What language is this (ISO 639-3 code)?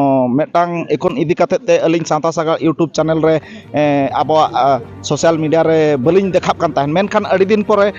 sat